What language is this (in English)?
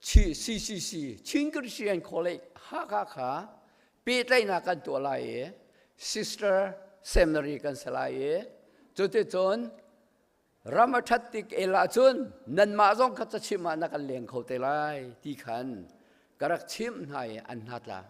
Hakha Chin